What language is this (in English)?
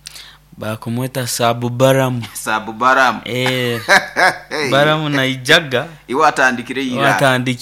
Nyoro